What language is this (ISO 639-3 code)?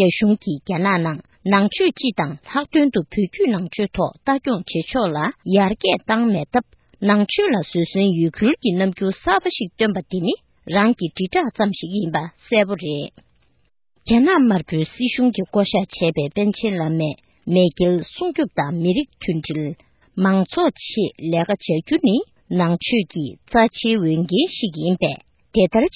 bod